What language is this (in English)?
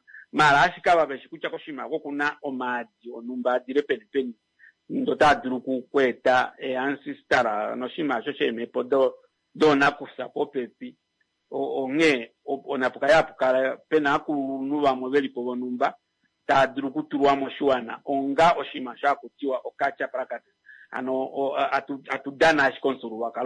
Kuanyama